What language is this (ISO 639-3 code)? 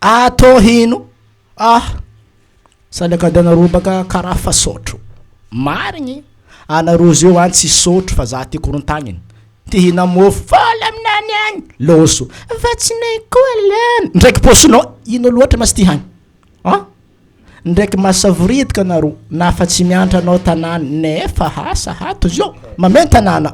mlg